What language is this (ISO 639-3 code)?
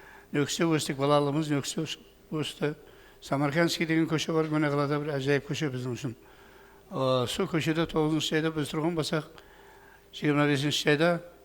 kaa